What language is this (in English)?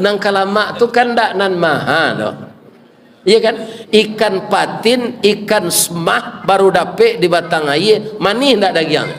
Minangkabau